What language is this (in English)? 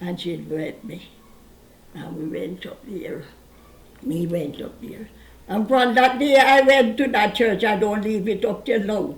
Jamaican Creole English